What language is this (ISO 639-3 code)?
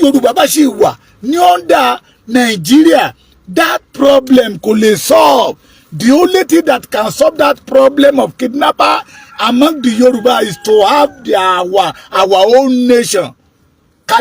yor